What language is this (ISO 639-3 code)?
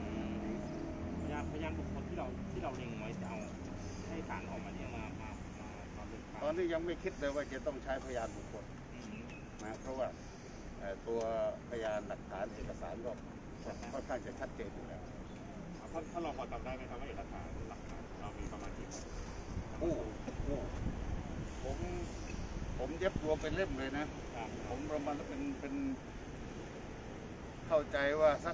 tha